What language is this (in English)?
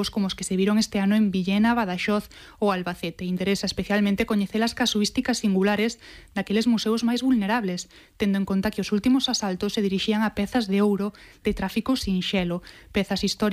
Galician